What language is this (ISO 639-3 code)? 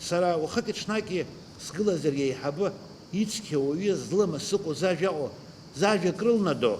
abk